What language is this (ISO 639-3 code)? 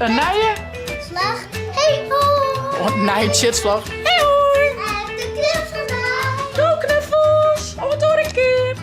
fry